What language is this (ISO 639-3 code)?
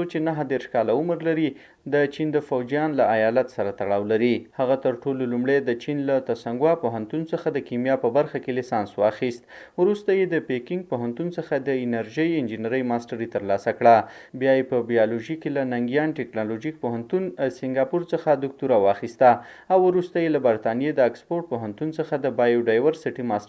pus